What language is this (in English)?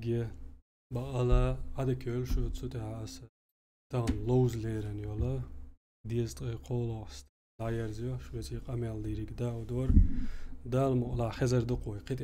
Chechen